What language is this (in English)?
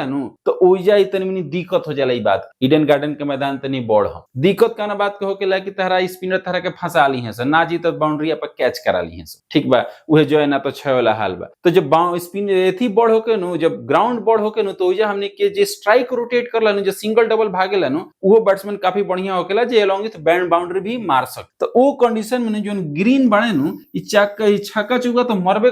Bhojpuri